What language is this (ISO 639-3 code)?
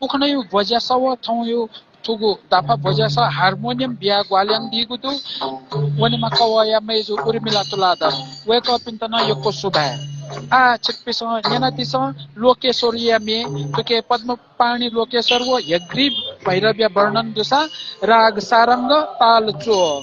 new